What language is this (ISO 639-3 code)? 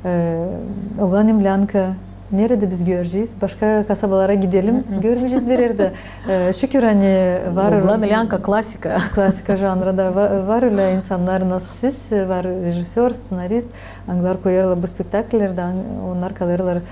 gag